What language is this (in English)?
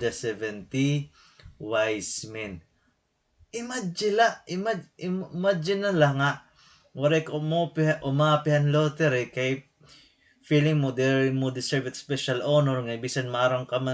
Waray